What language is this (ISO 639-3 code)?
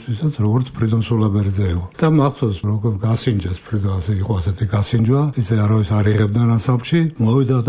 kat